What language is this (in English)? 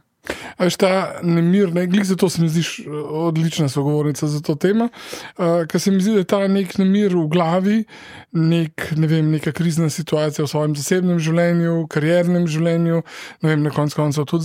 Slovenian